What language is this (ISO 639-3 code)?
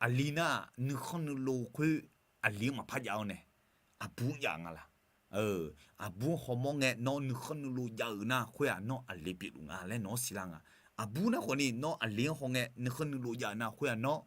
ahk